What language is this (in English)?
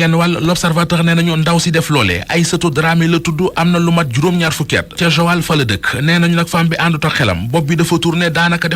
Wolof